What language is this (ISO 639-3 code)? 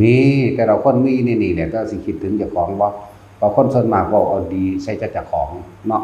tts